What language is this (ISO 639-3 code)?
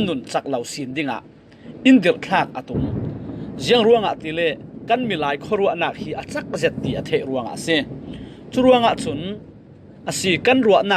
cfm